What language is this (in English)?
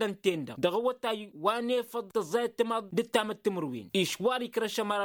Tamasheq